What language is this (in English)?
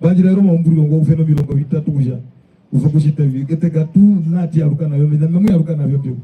Herero